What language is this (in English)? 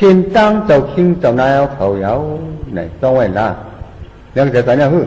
Shan